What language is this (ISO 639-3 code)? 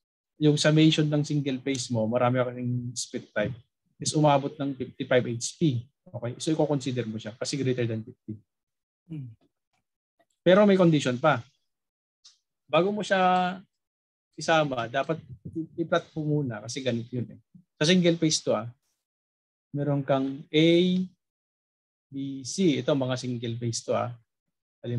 fil